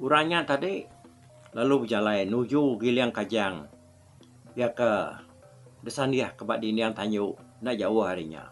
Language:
Iban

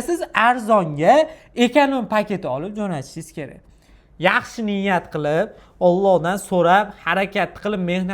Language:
Uzbek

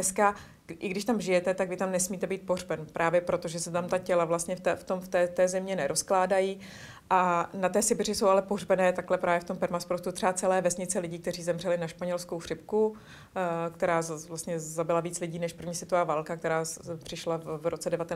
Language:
Czech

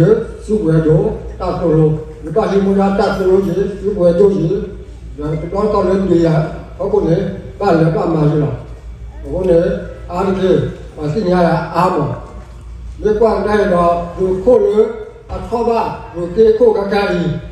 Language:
S'gaw Karen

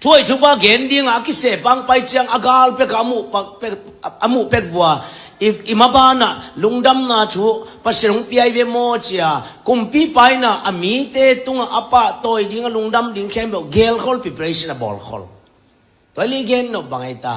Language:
Tedim Chin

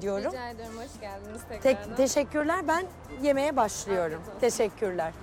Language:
Turkish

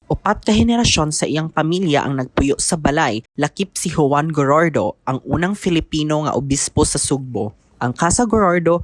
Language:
Cebuano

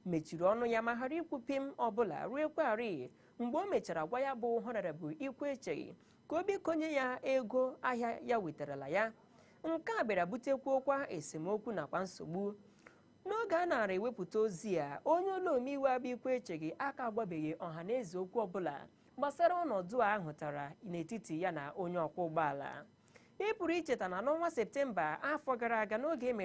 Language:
Igbo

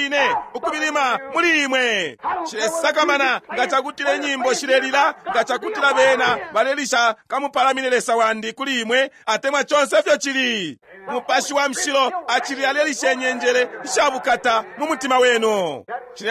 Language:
Bemba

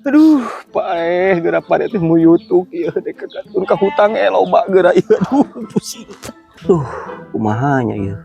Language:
Sundanese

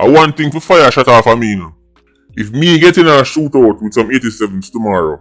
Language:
Jamaican Creole English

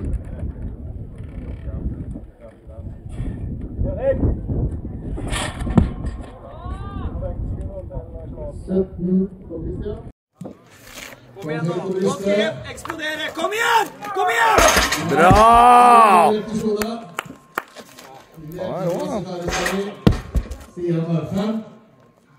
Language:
Norwegian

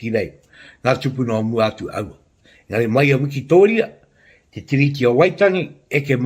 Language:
Māori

